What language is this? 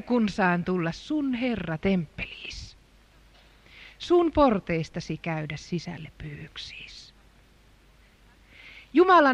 Finnish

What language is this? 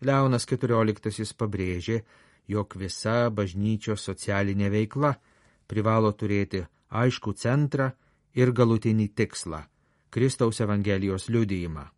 Lithuanian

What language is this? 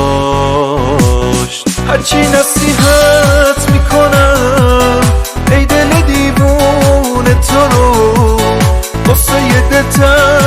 Persian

